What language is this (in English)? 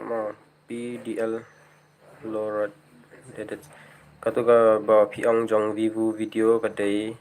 Khasi